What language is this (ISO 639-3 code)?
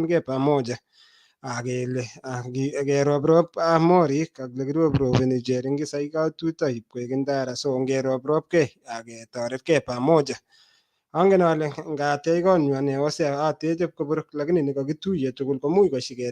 kln